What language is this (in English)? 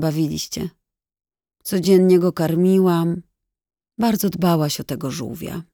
Polish